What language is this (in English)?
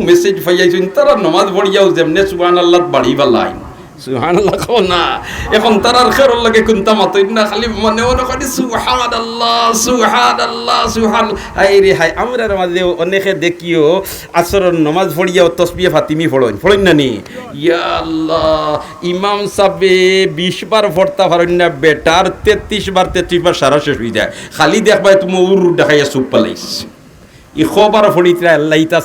Sylheti